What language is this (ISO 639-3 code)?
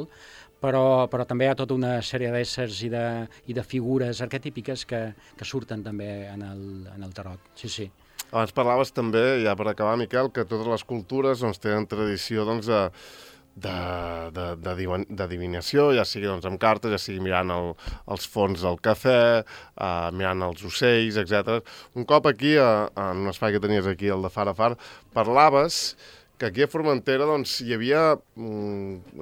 cat